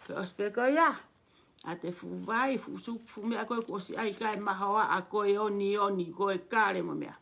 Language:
Tongan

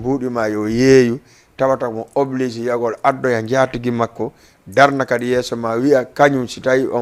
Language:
Fula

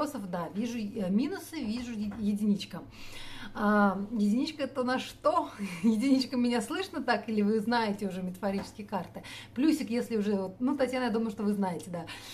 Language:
Russian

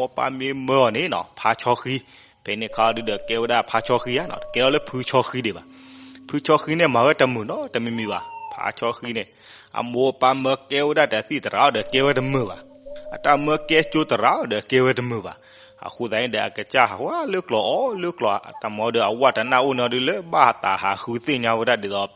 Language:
S'gaw Karen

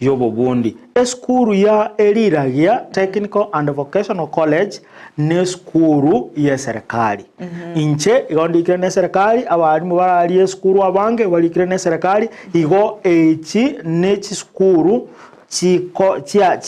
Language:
Gusii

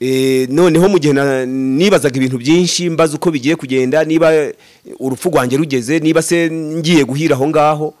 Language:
Kinyarwanda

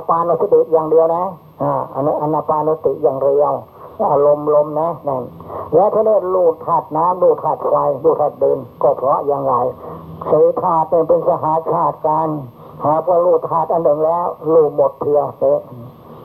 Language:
Thai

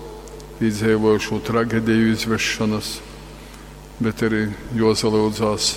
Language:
Latgalian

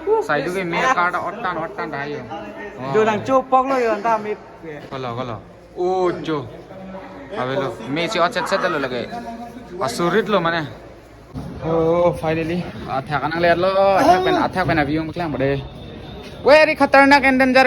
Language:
Karbi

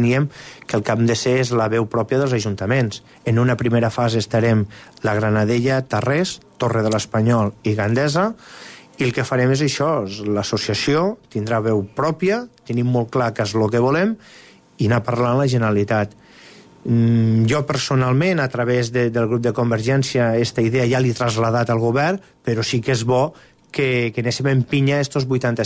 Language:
Catalan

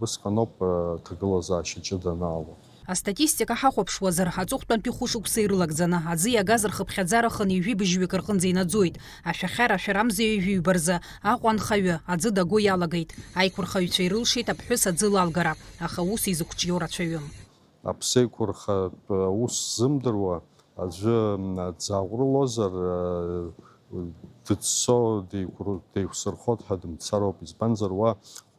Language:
Abkhazian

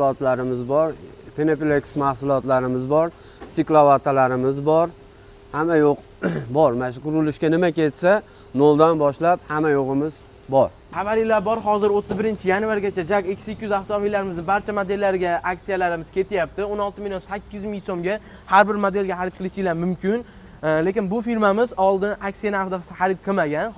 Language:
Uzbek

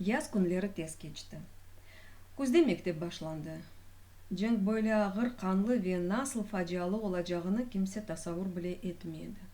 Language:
Crimean Tatar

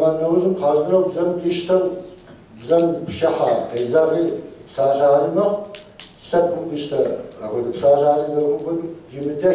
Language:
Kabardian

